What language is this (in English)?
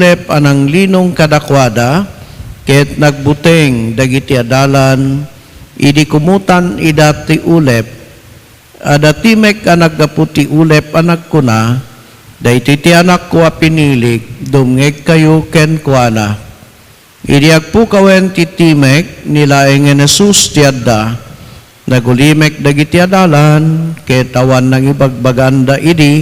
Iloko